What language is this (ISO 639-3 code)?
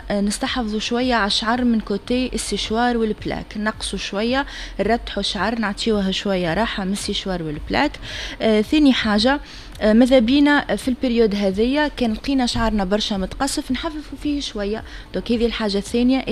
aeb